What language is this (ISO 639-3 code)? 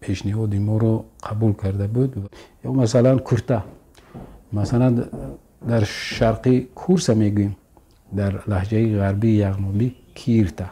tgk